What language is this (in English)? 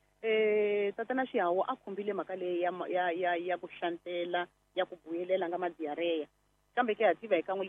Tsonga